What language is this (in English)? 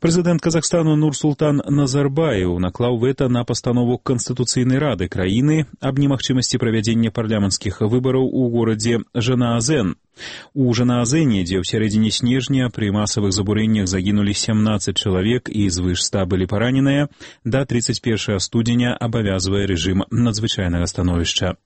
Belarusian